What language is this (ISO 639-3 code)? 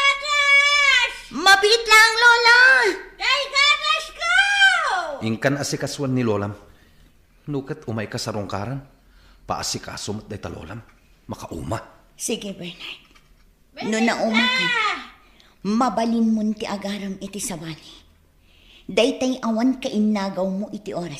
ilo